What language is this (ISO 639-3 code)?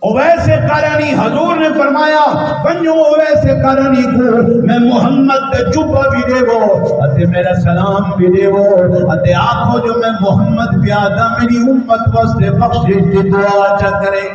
skr